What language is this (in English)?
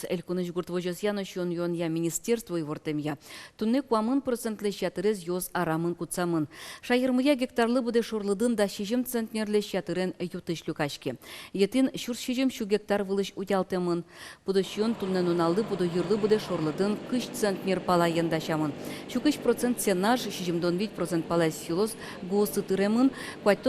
Udmurt